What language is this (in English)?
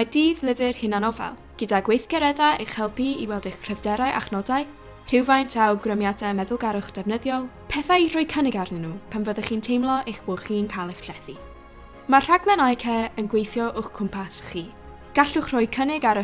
Welsh